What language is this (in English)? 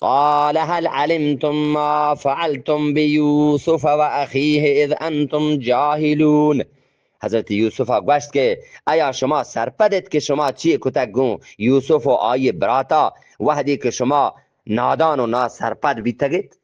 Eastern Balochi